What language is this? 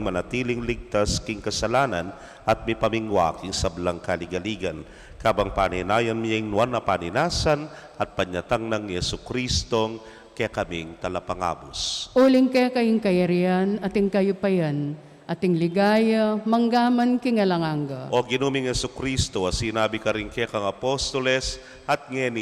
Pampanga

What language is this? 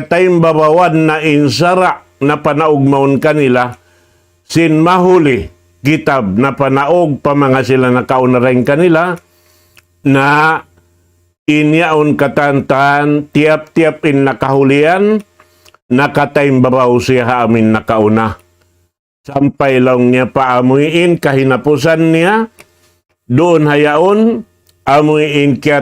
Tausug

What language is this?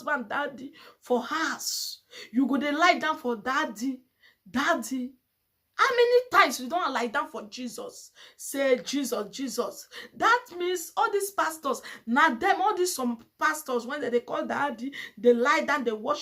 Nigerian Pidgin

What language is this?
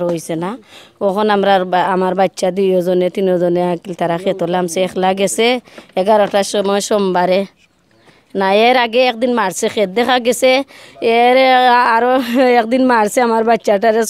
Sylheti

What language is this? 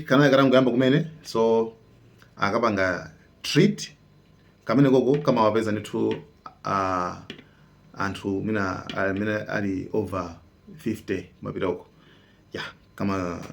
Nyanja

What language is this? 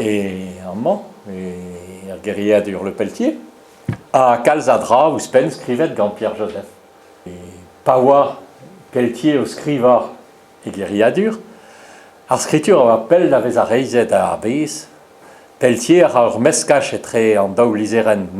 Breton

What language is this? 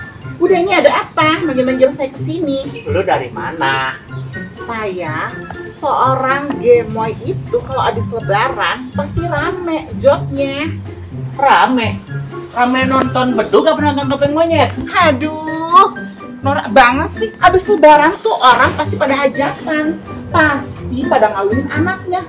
Betawi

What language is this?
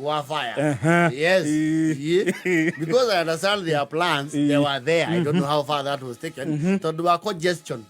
Kikuyu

